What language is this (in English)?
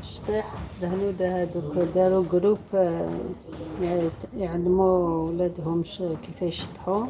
Algerian Arabic